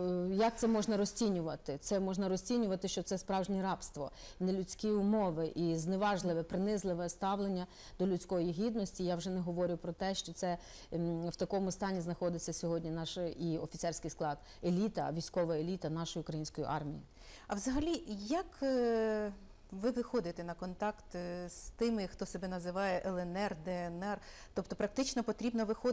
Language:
Ukrainian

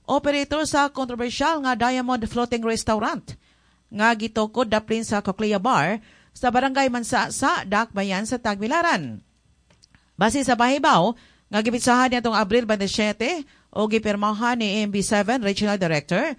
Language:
Cebuano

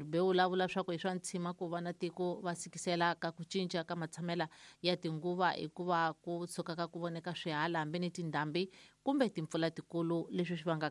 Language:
Tsonga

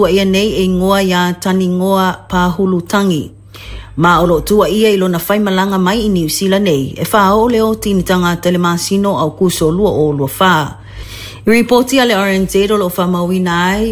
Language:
Samoan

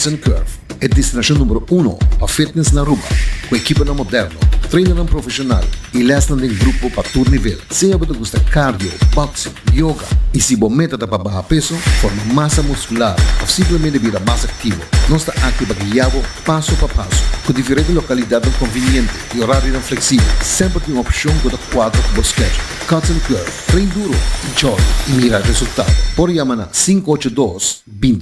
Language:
Papiamento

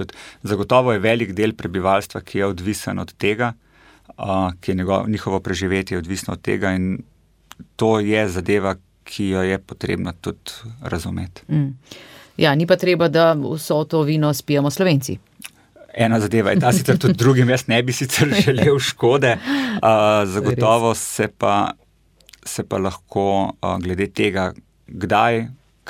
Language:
Slovenian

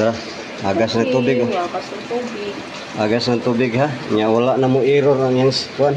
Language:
Cebuano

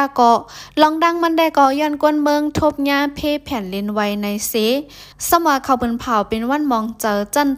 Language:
Lao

